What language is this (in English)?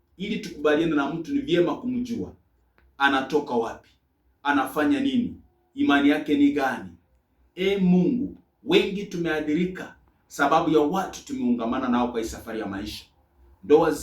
Swahili